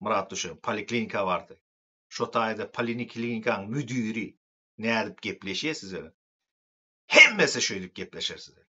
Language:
Turkmen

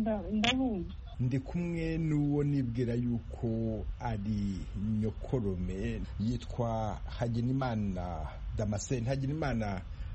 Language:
Kinyarwanda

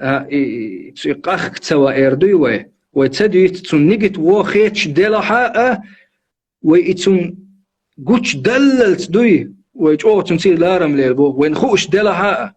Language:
Chechen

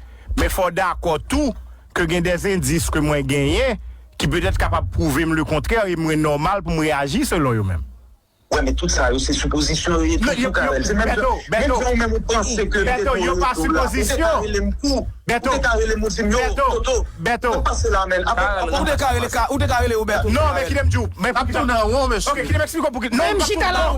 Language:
Haitian Creole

